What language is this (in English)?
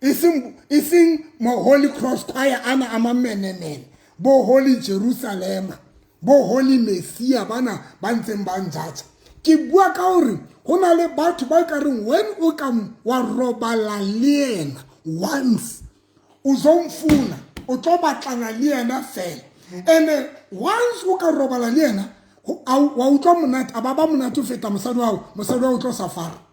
Southern Sotho